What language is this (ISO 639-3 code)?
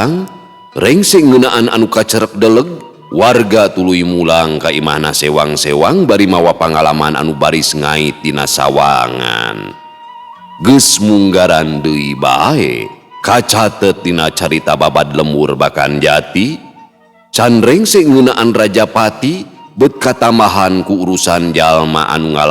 sun